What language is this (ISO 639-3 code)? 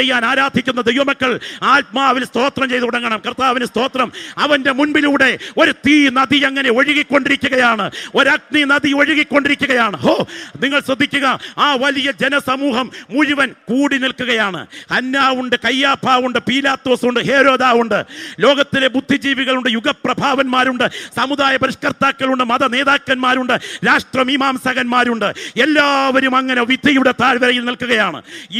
mal